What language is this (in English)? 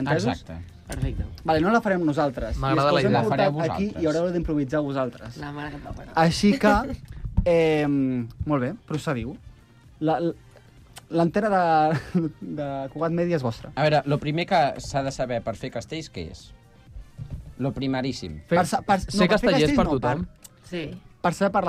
Catalan